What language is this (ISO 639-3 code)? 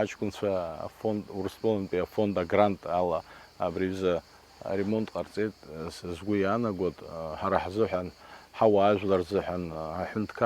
abk